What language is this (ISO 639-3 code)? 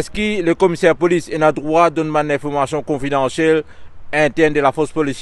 mfe